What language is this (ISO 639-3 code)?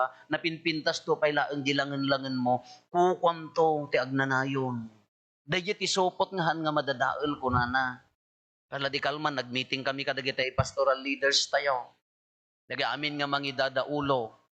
ilo